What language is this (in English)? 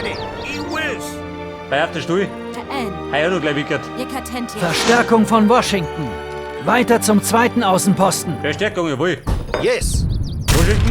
Bavarian